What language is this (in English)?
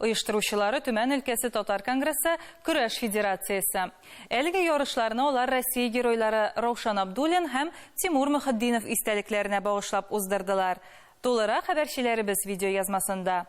Tatar